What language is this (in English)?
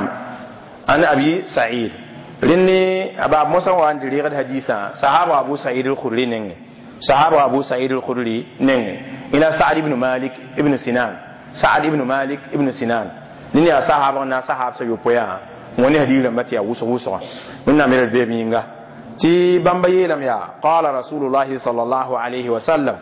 Mossi